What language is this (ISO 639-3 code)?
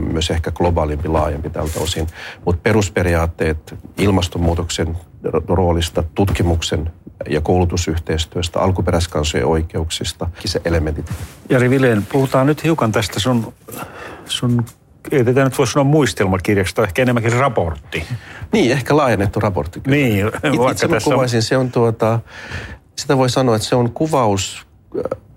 fin